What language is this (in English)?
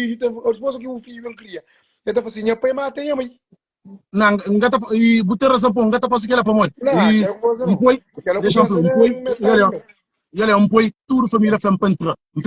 Kabuverdianu